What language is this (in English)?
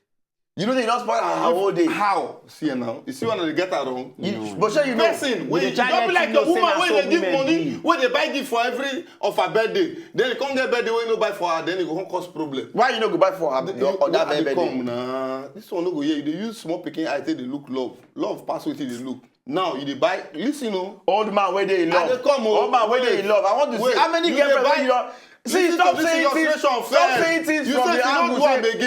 Nigerian Pidgin